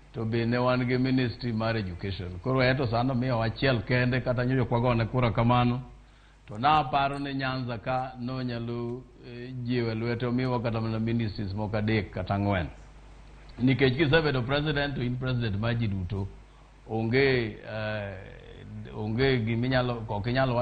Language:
Luo (Kenya and Tanzania)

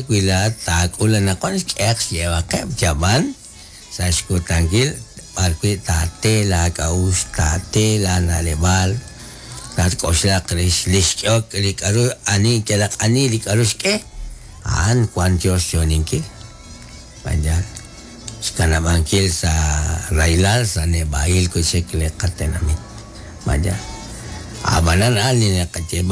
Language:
Kekchí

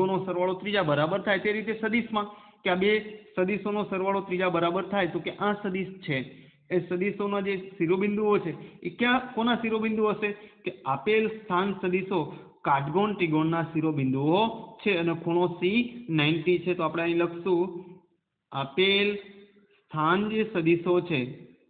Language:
Gujarati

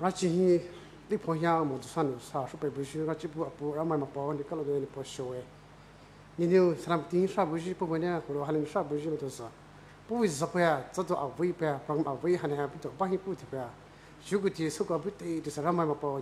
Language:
Poumei Naga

